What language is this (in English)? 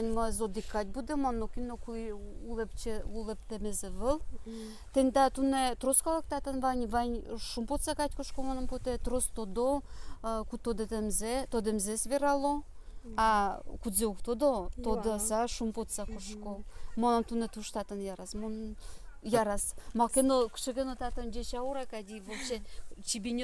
Udmurt